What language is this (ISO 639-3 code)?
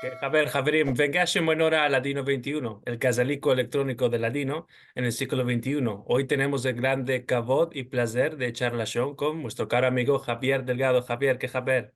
lad